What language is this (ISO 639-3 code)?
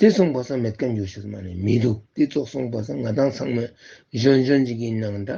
lbj